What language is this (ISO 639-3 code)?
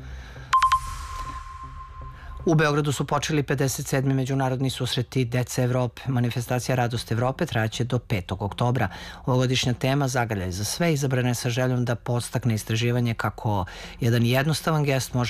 srp